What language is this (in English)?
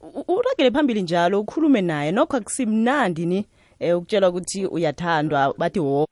South Ndebele